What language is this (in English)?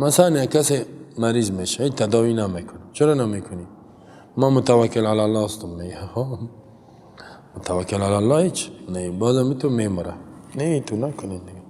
Persian